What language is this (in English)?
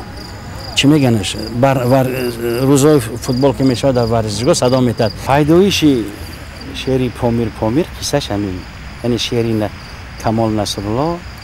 Tajik